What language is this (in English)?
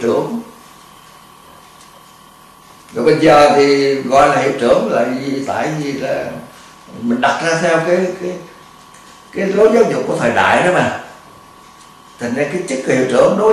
Vietnamese